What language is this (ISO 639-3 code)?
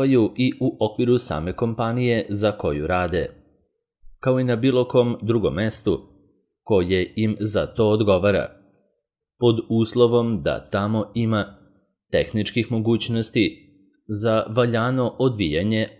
srp